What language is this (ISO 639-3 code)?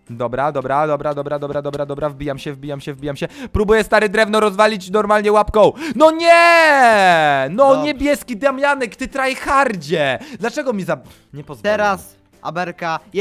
pol